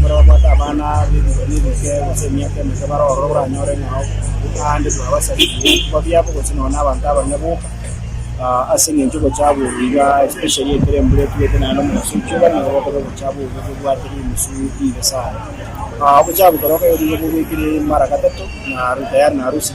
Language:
Gusii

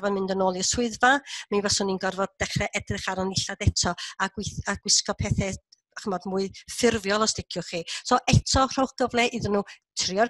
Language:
Welsh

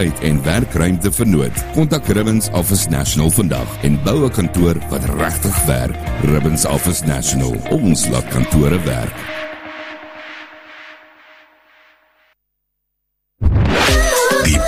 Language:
Afrikaans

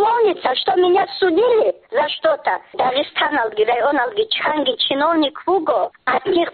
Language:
Avaric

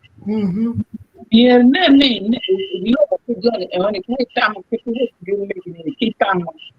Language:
Acoli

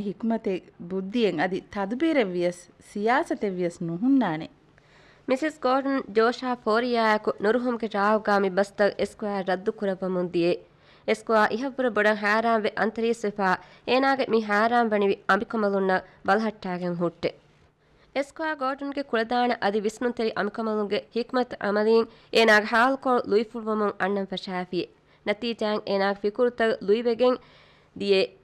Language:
Divehi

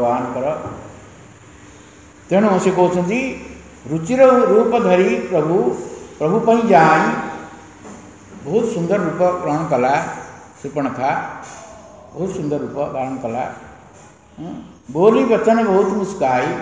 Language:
Odia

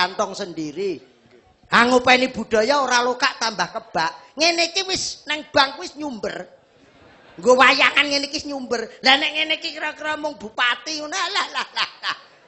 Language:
Javanese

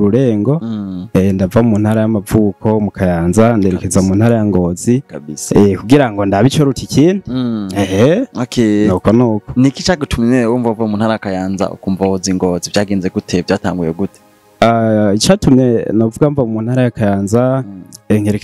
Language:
Rundi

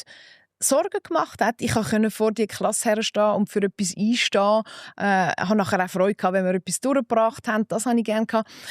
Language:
Swiss German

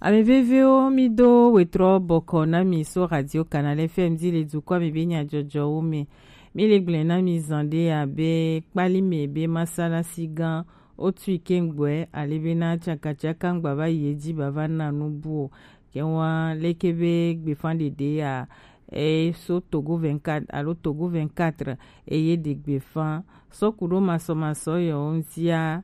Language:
Gen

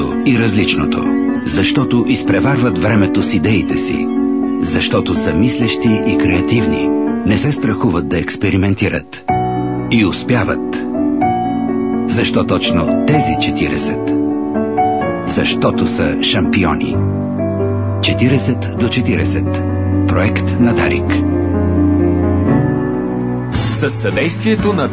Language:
Bulgarian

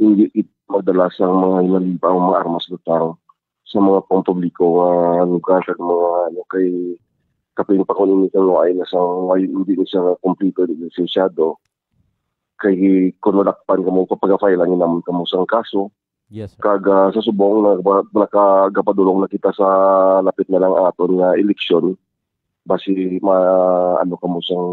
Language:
Hiligaynon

